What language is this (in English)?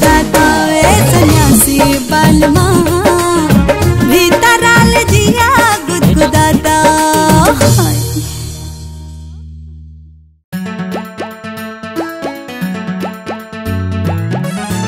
Bhojpuri